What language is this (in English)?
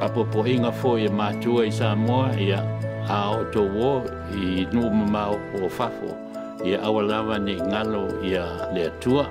Samoan